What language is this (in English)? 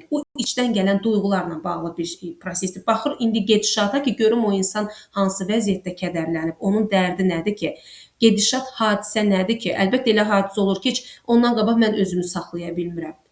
Azerbaijani